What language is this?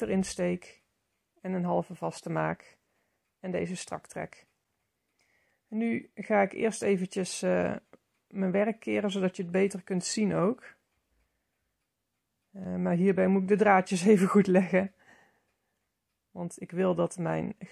Dutch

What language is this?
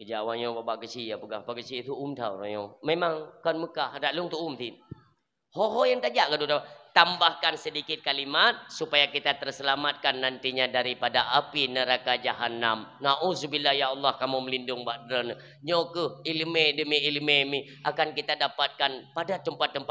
Achinese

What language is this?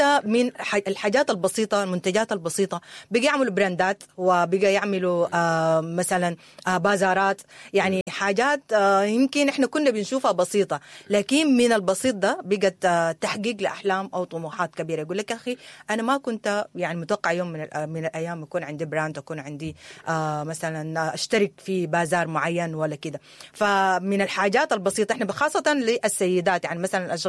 Sudanese Arabic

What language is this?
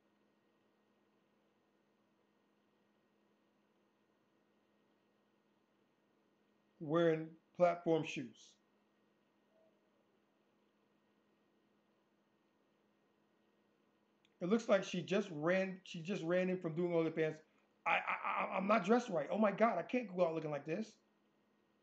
English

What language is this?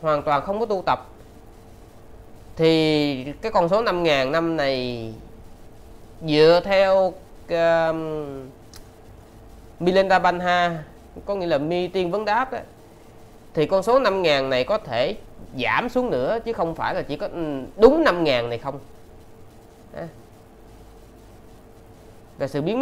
Vietnamese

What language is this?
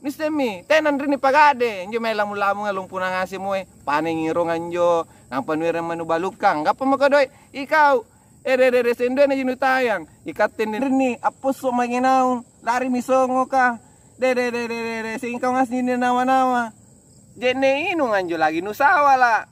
Makasar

